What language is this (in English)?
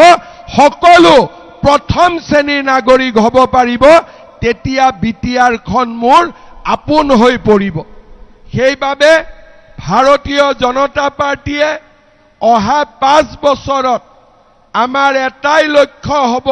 Assamese